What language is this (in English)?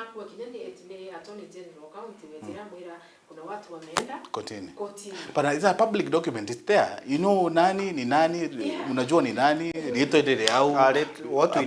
Meru